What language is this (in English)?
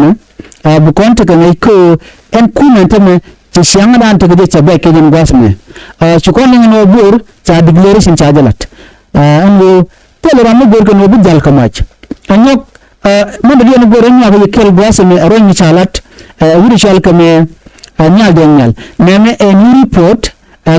Nuer